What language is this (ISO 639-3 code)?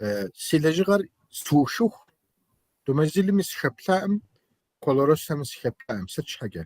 kbd